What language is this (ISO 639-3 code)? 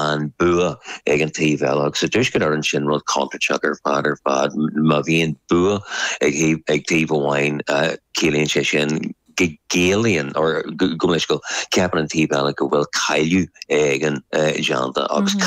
gle